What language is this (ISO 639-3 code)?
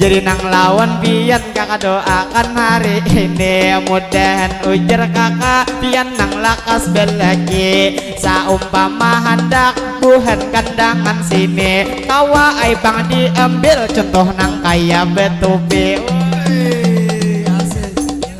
bjn